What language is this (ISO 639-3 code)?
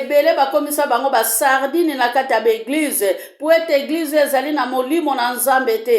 lin